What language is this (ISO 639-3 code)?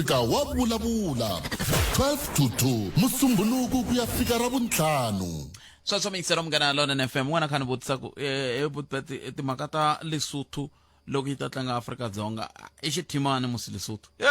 tso